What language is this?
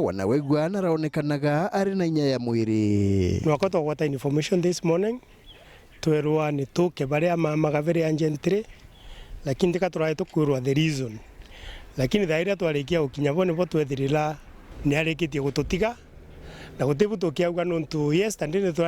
Meru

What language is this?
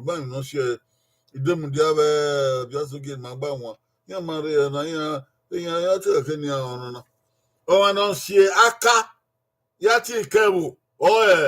Bini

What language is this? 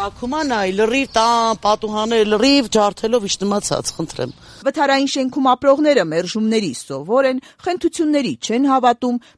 Armenian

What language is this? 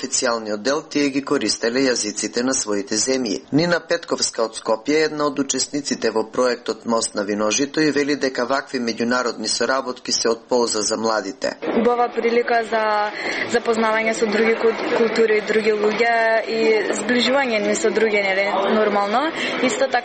Macedonian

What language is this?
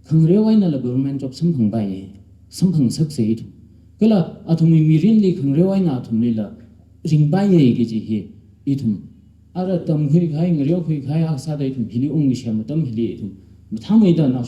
Tangkhul Naga (India)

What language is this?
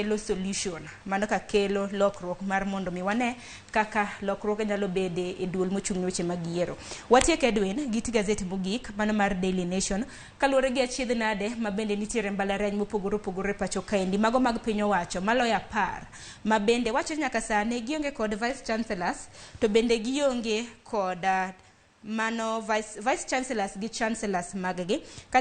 Luo (Kenya and Tanzania)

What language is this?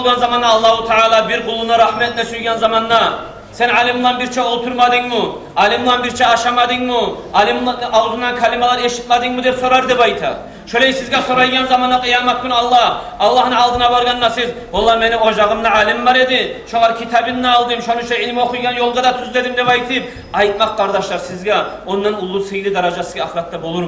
Kumyk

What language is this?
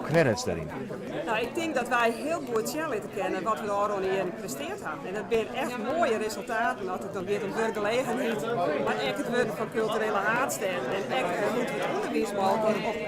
Western Frisian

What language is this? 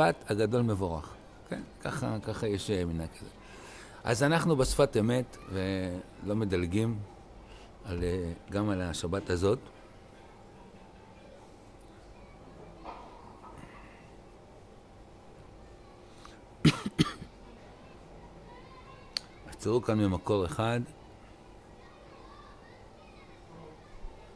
Hebrew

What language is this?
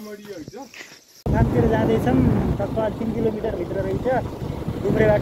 Nepali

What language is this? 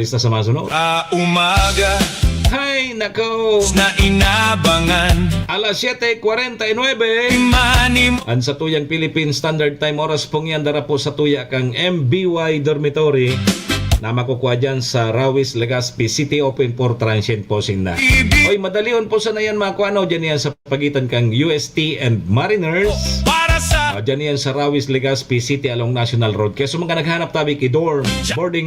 Bikol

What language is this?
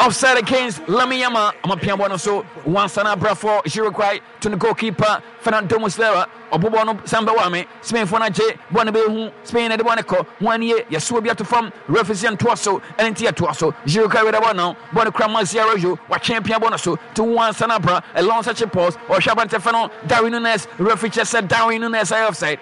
Akan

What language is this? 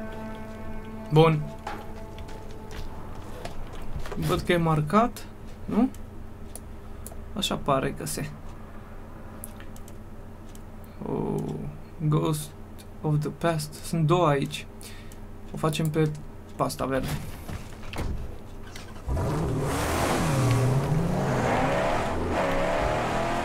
Romanian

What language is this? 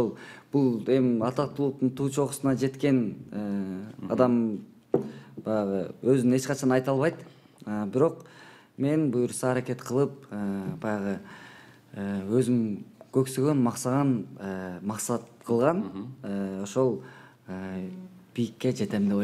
Kyrgyz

